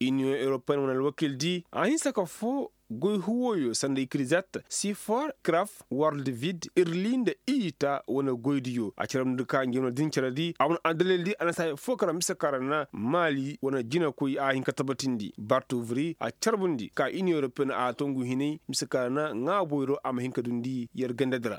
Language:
Koyraboro Senni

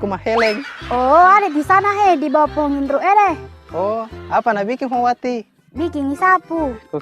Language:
Buginese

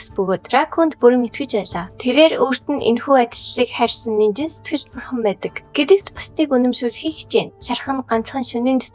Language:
Mongolian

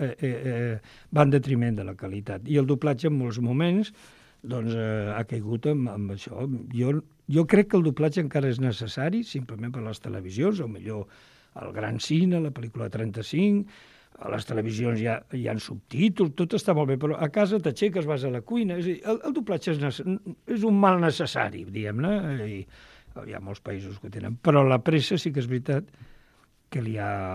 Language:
Catalan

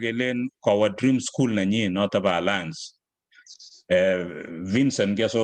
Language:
Kalenjin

